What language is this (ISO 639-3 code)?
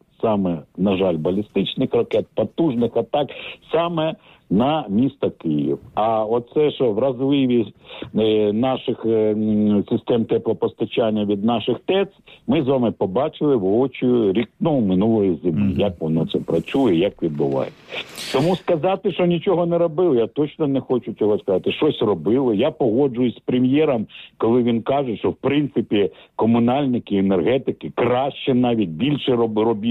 ukr